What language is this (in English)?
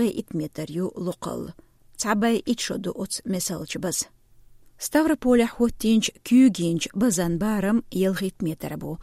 Chechen